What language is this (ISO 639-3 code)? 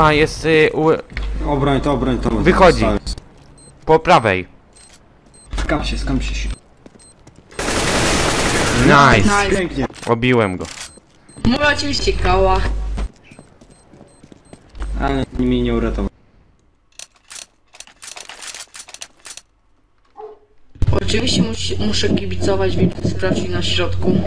pol